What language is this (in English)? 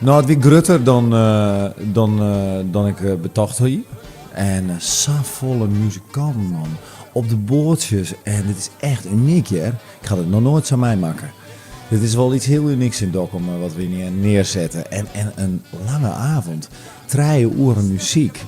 Western Frisian